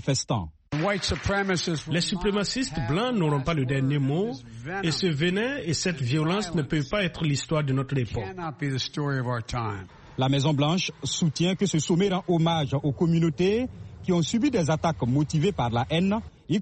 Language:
French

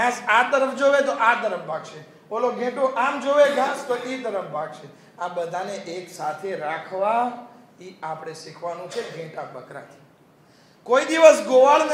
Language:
Gujarati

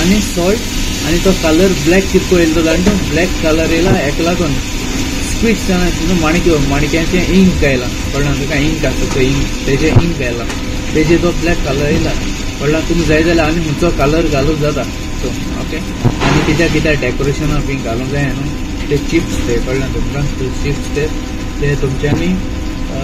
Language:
Konkani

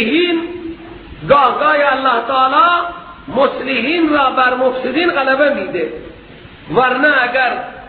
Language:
Persian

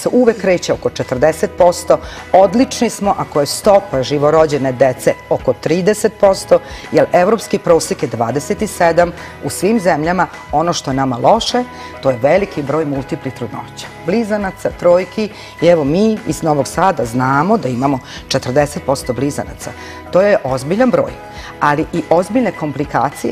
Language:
Serbian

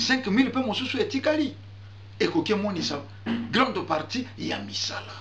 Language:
Lingala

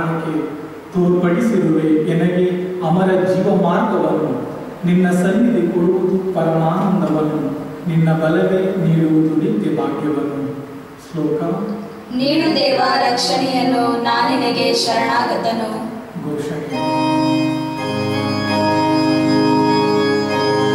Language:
Kannada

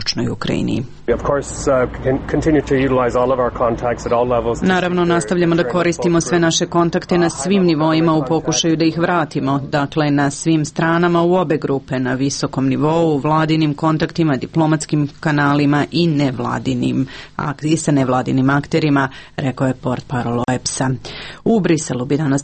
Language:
Serbian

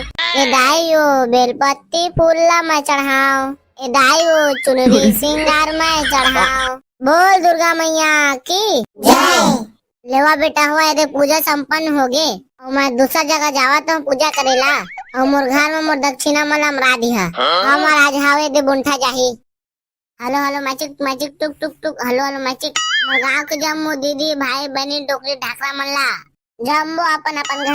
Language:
Chhattisgarhi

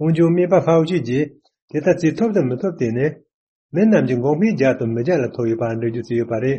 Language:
Tibetan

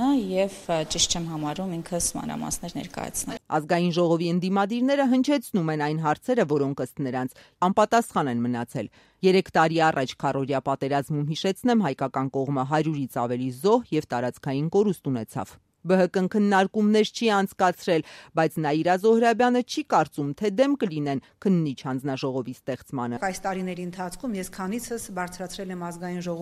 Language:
Armenian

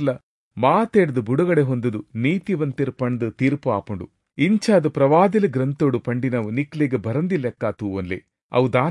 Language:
Tulu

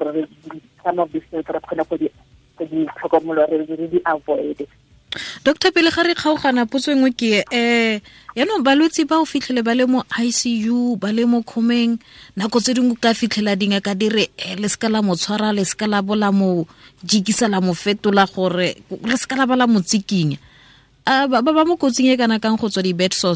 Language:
Tswana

